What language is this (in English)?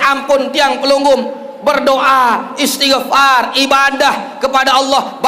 Sasak